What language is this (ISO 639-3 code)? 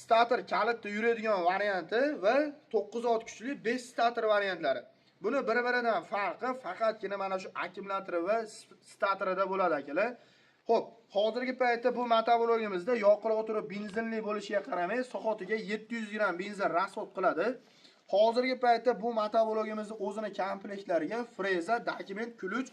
uzb